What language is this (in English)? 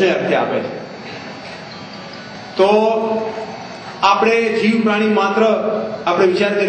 Gujarati